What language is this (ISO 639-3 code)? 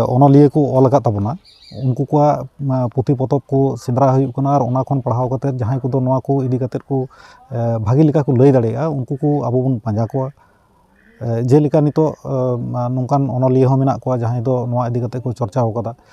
sat